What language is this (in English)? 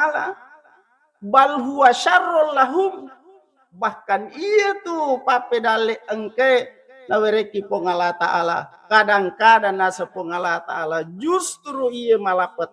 Buginese